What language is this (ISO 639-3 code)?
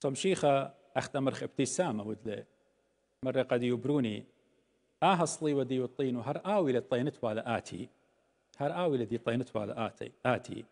aii